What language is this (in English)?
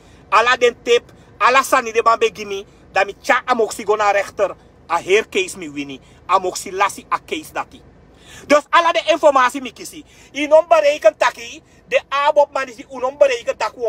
Sranan Tongo